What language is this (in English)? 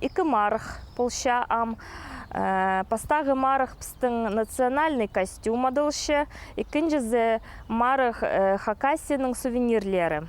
Khakas